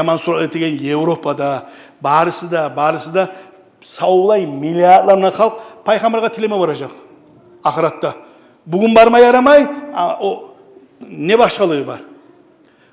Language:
Kumyk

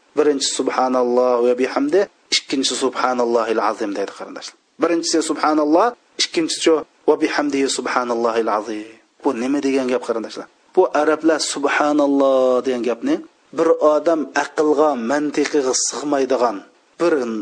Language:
Uyghur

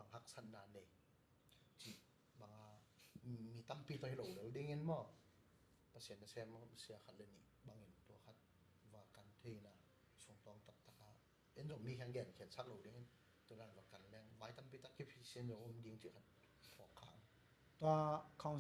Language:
Tedim Chin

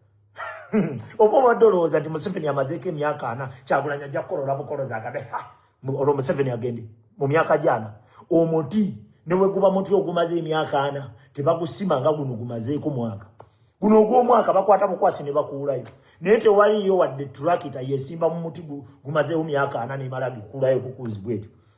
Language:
Ganda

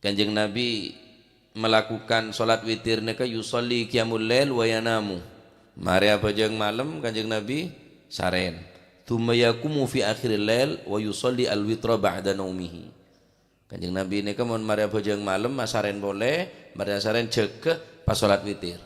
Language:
Madurese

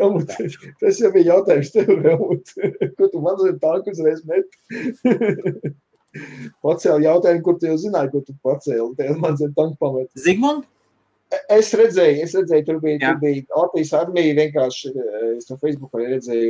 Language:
Latvian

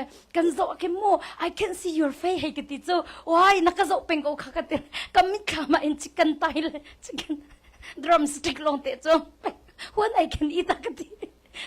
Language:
Hakha Chin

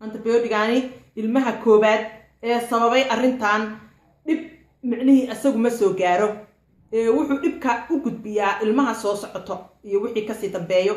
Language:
Somali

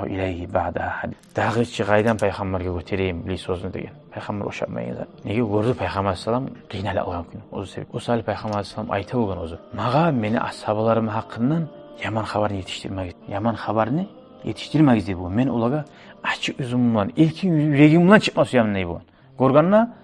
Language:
Kumyk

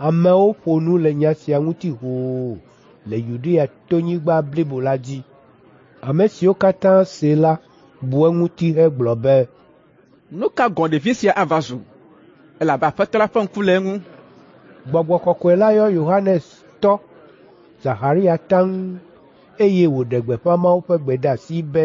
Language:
Ewe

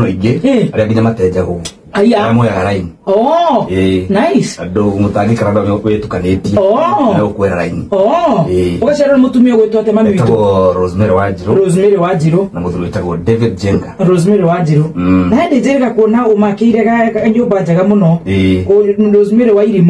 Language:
Kikuyu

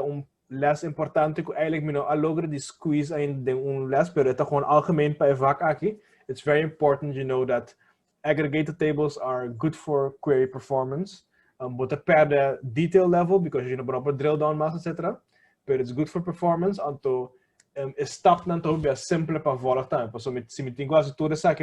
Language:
Papiamento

